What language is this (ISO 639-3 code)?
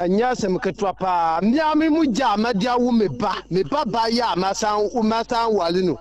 aka